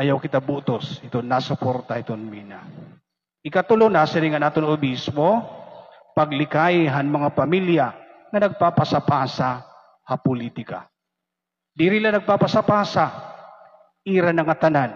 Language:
Waray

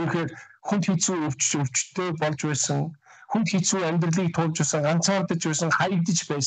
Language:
Mongolian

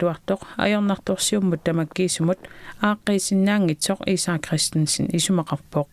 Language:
Kalaallisut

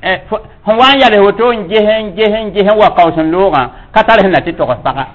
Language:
Mossi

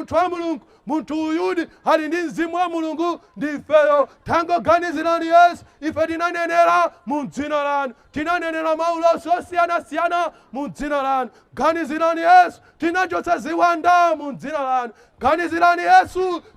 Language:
Nyanja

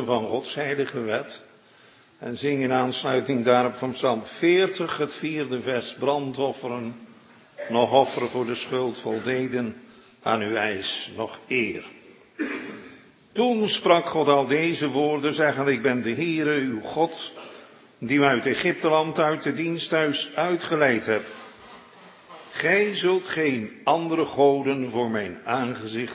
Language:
Dutch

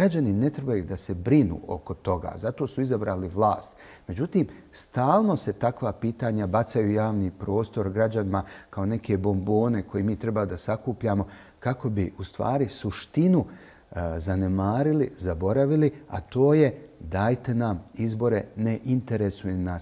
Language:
Bosnian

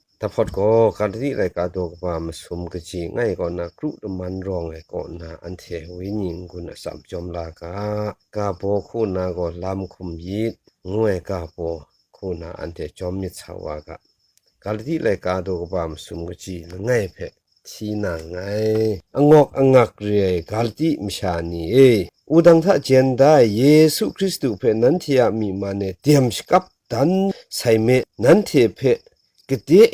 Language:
Kachin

